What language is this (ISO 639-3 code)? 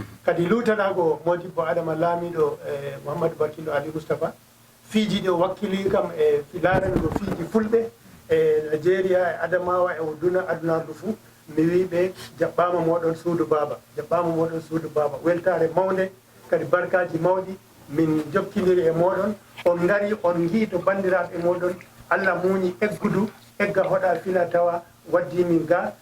ful